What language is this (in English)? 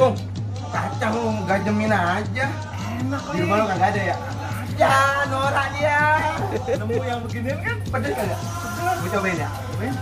Betawi